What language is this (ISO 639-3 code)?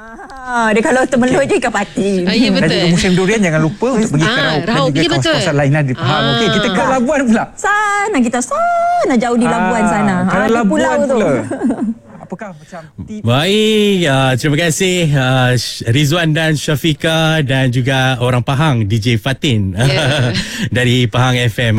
msa